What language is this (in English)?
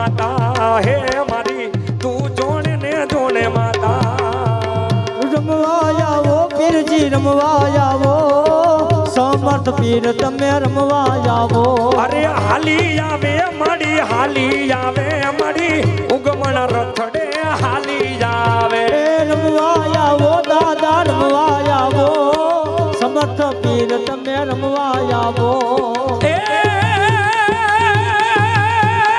Gujarati